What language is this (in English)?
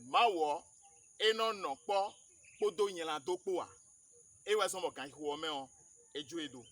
Fon